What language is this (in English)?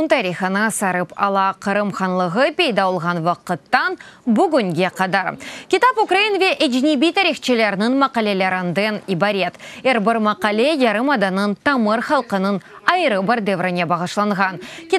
Crimean Tatar